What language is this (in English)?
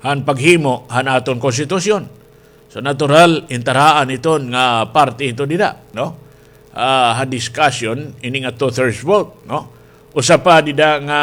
Waray